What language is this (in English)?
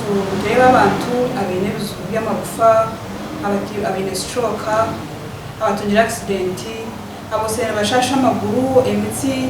Nyankole